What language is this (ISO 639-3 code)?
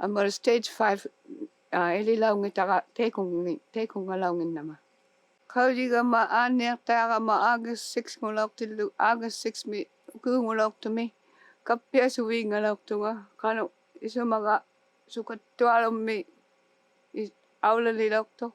iku